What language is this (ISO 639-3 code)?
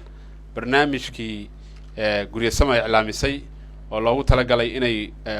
som